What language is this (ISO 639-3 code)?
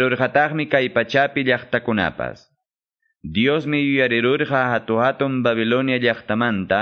que